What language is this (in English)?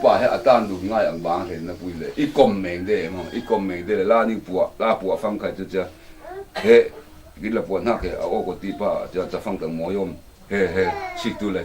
Falam Chin